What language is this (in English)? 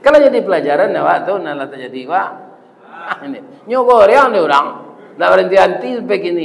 Minangkabau